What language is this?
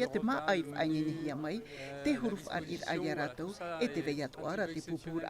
Tahitian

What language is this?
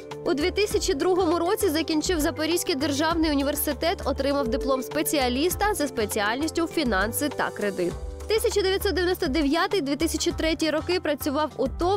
Ukrainian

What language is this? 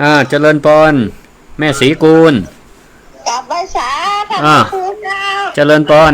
Northern Thai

